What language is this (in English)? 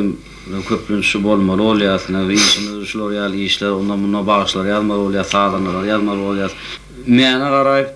Turkmen